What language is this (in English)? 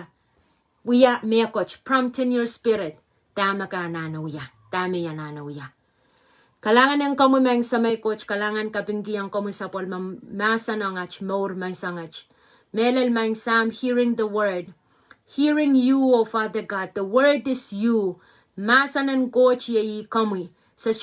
Pohnpeian